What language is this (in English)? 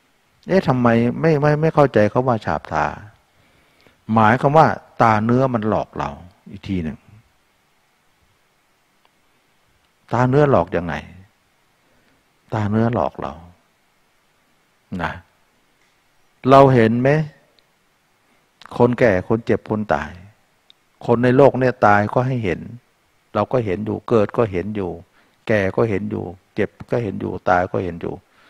Thai